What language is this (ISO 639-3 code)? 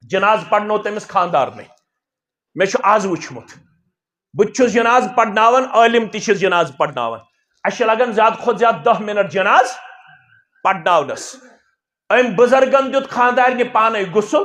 kas